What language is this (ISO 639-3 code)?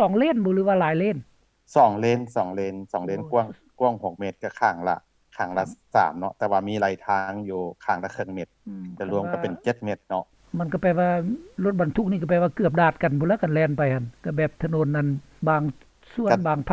lao